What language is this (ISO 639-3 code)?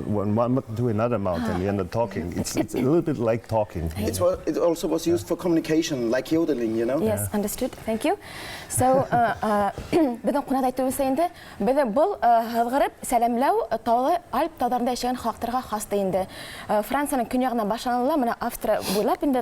bak